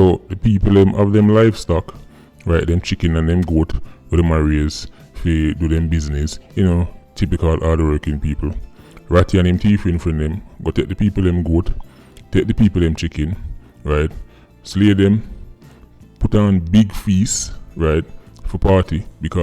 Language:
Jamaican Creole English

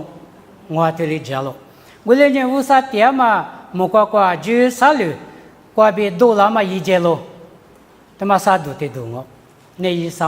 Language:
Lisu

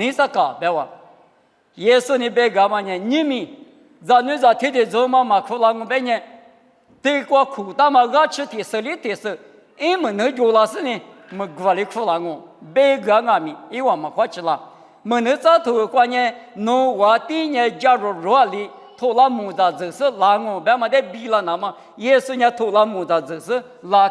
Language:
Lisu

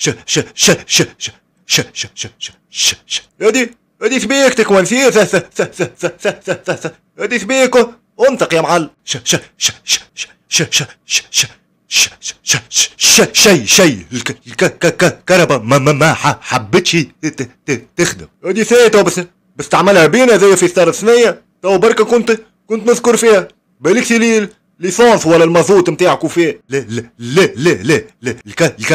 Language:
Tunisian Arabic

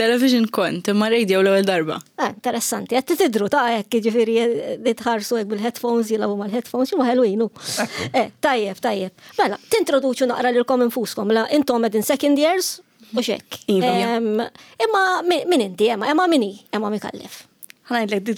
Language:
Maltese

